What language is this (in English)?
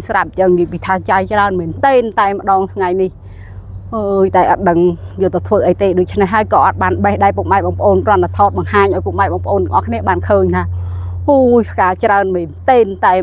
Khmer